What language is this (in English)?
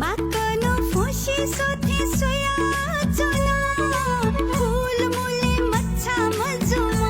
Newari